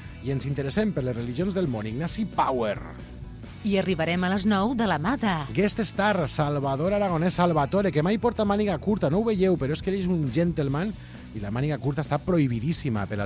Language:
Catalan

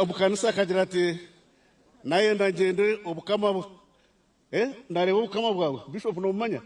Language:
Nyankole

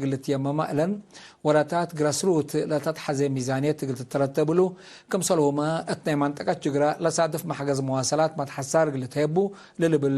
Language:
Tigre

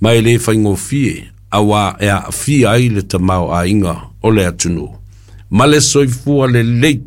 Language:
Samoan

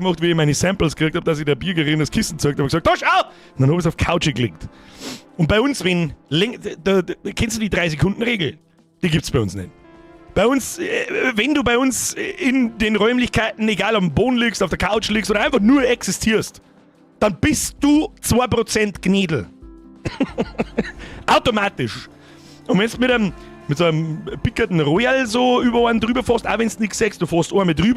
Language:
Bavarian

